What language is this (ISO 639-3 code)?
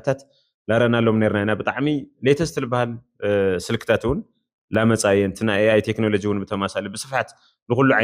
tir